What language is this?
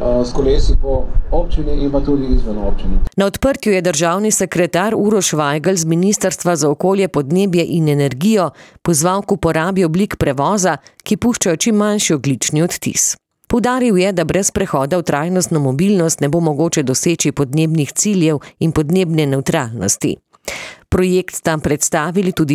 Slovenian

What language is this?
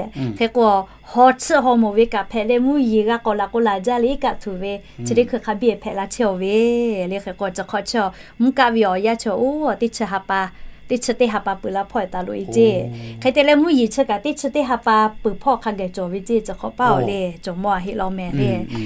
Lahu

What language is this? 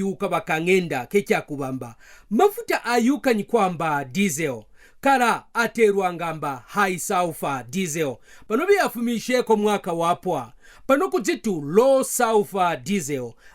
Kaonde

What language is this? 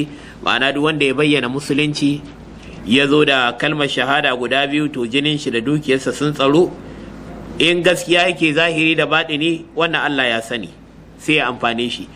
Hausa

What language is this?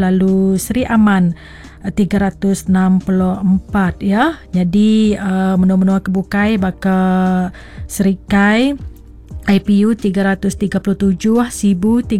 Iban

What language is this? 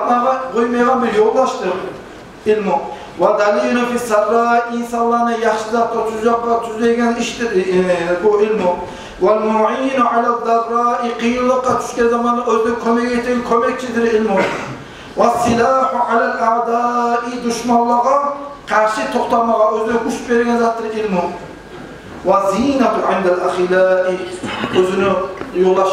Kumyk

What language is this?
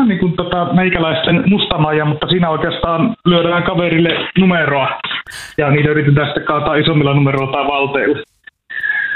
Finnish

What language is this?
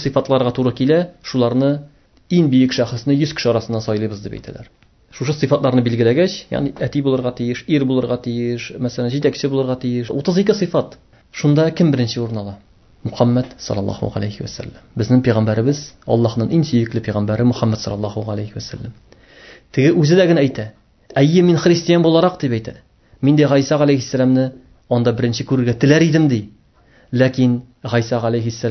Tatar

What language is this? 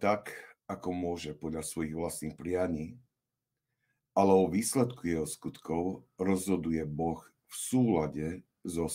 Slovak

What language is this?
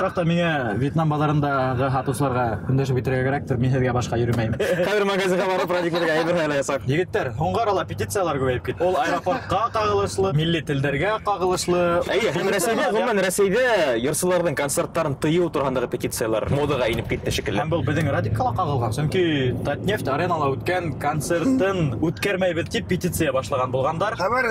Bashkir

